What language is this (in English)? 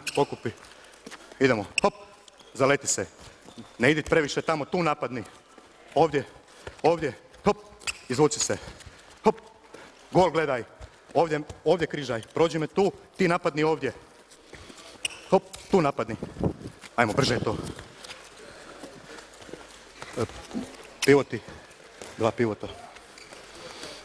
Croatian